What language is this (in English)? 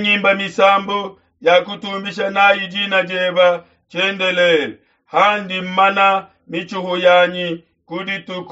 Luba-Lulua